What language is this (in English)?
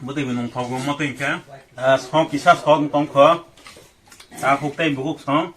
Kok Borok